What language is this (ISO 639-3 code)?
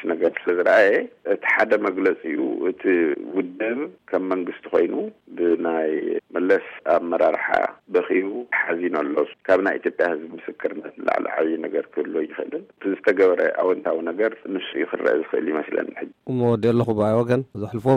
tir